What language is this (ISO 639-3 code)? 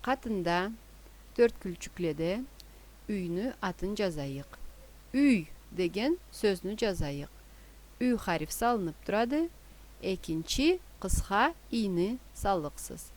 krc